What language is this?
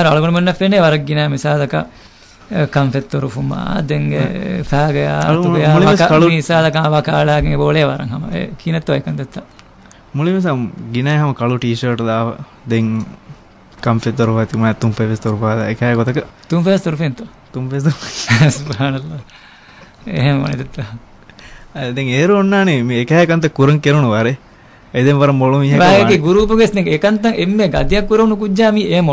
Divehi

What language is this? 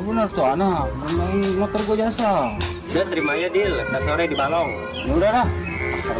Betawi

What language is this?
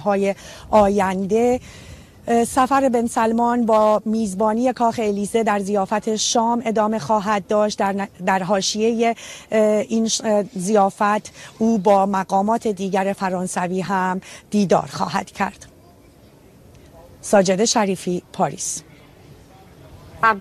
Persian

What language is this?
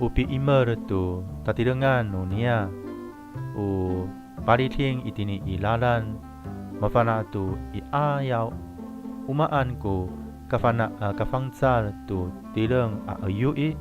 Amis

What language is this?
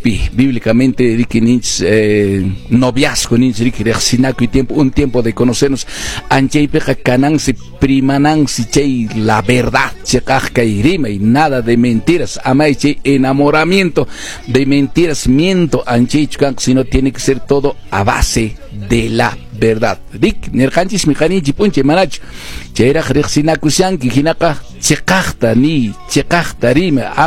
Quechua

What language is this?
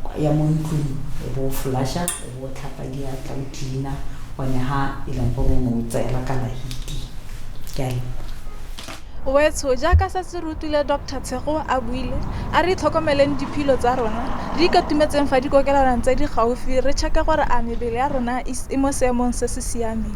Tswana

